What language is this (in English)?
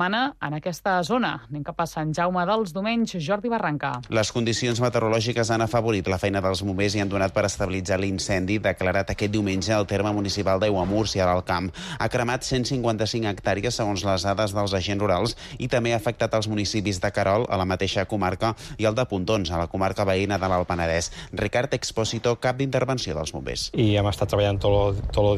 Catalan